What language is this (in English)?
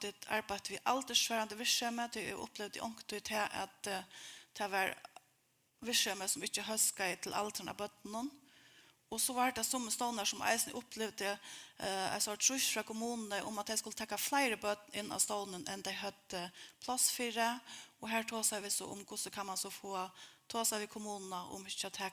Faroese